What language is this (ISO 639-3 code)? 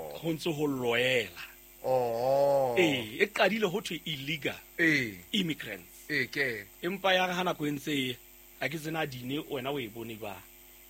sot